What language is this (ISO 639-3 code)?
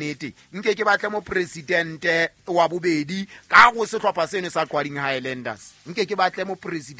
sot